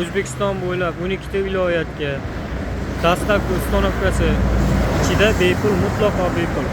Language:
Uzbek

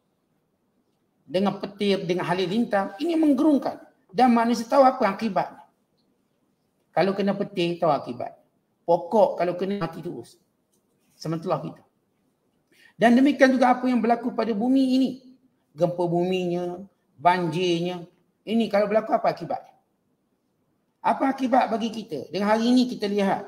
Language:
Malay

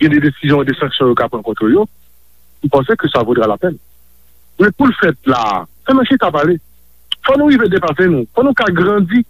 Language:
Haitian Creole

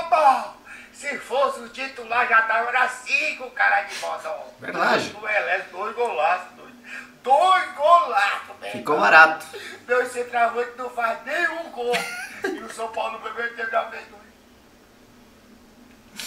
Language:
Portuguese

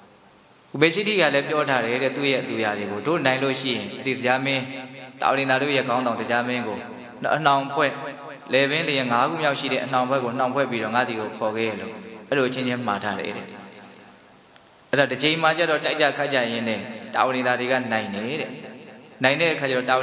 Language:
Burmese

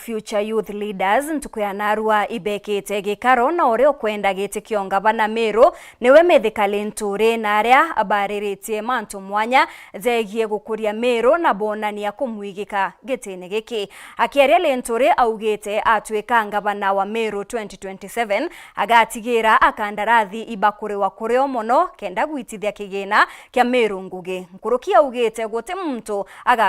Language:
Meru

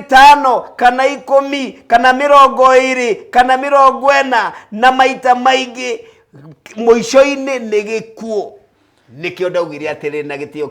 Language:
Kikuyu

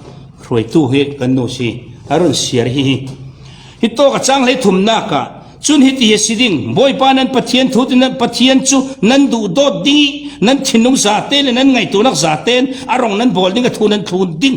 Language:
Falam Chin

